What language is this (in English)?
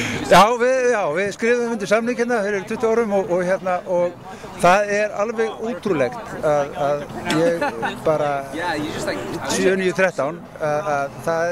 Icelandic